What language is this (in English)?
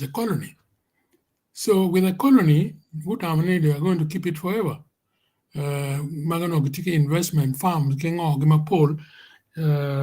Acoli